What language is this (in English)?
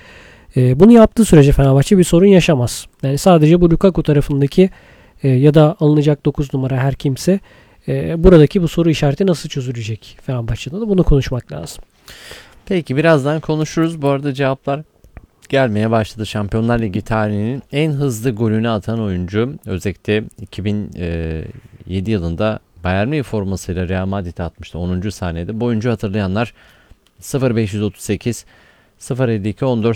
Turkish